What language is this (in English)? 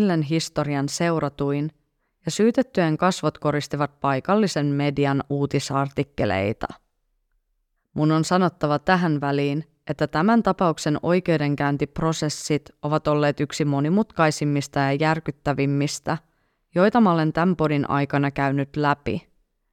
Finnish